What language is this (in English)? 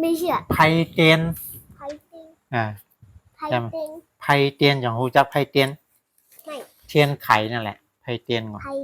Shan